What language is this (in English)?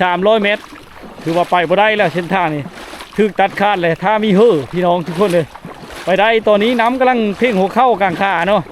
Lao